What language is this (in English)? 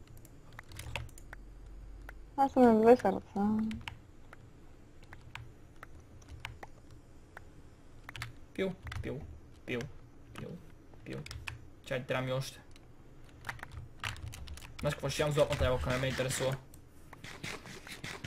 Bulgarian